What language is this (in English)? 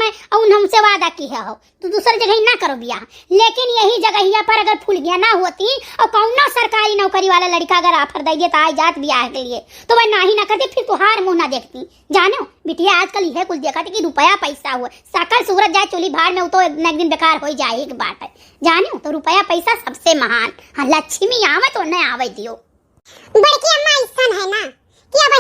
Awadhi